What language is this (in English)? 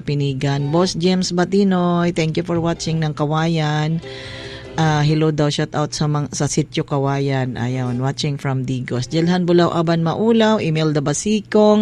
Cebuano